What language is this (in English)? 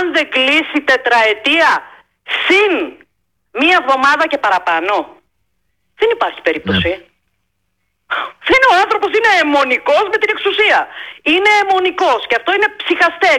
Greek